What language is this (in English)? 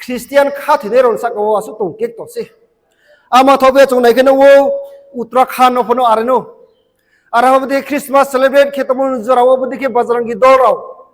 Riang (India)